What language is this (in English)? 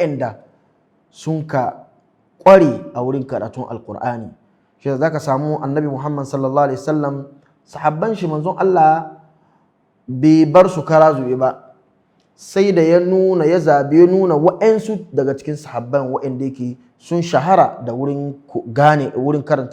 Hausa